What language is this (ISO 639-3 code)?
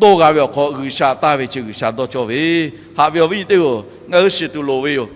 lhu